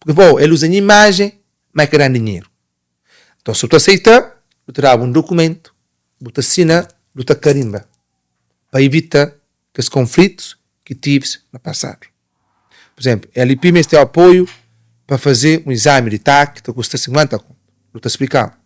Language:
Kabuverdianu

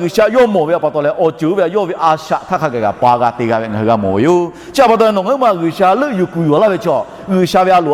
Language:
Lahu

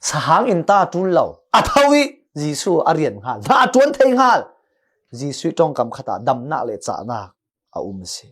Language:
Falam Chin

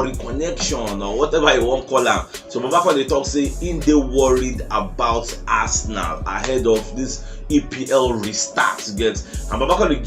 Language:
Nigerian Pidgin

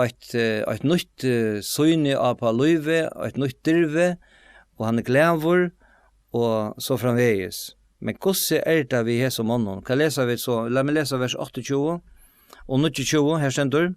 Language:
Faroese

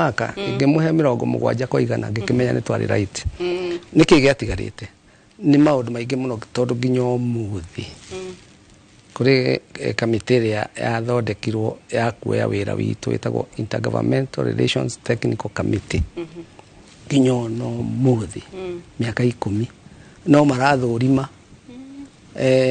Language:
Kikuyu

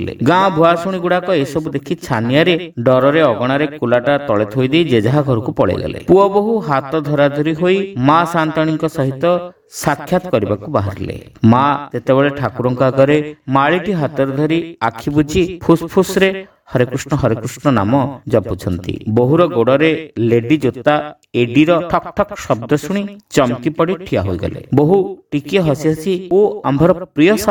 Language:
Odia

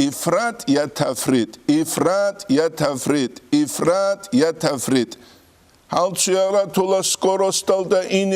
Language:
Avaric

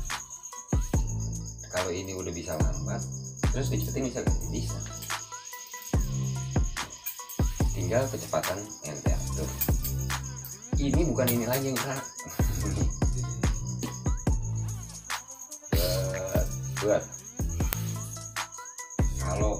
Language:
Indonesian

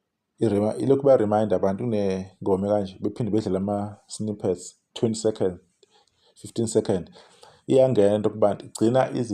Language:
Zulu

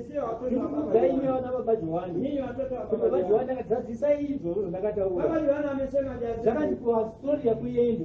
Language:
Shona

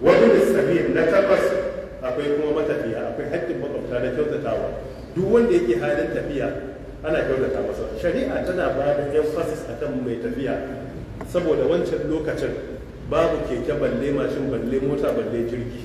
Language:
Hausa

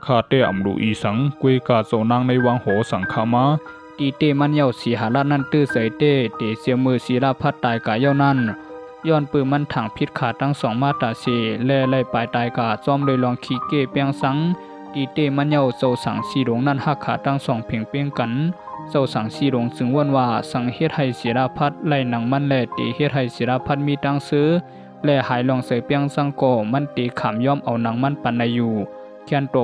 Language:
Shan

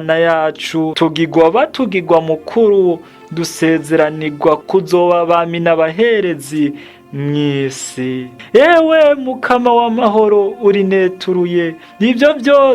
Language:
Rundi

